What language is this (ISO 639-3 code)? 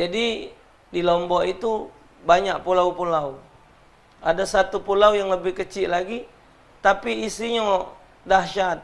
mui